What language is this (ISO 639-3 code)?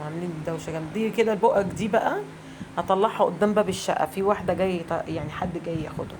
arz